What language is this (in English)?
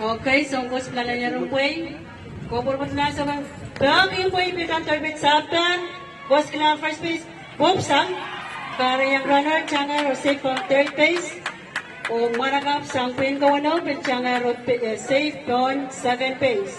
Pohnpeian